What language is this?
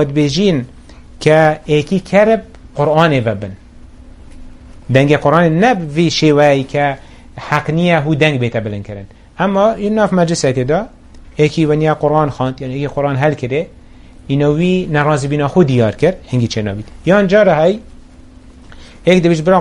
Kurdish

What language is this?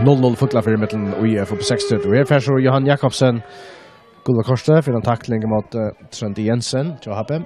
Faroese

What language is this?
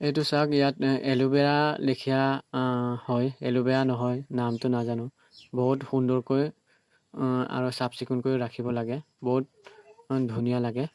Assamese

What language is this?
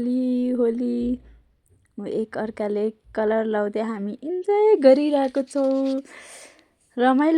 Nepali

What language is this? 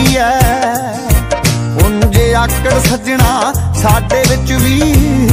Punjabi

